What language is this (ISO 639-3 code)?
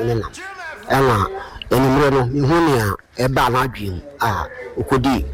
aka